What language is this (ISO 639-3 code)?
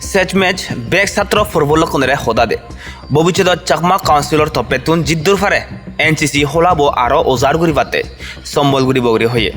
ccp